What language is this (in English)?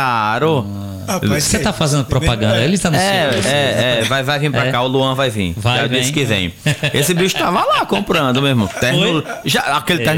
Portuguese